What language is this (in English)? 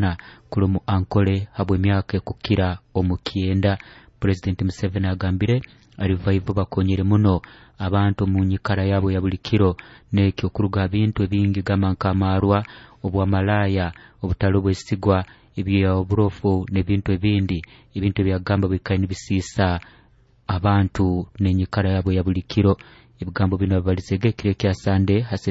Nyoro